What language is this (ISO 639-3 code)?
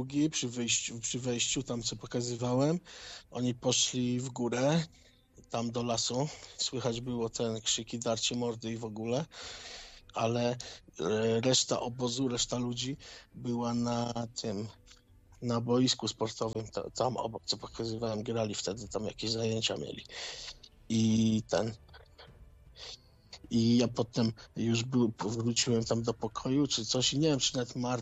pol